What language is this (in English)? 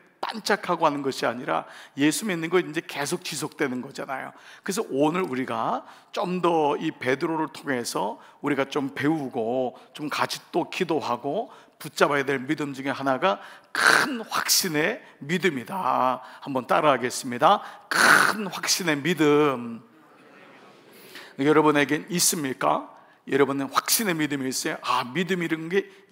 Korean